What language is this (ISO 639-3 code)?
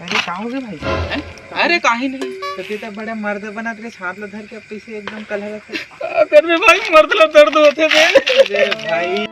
hne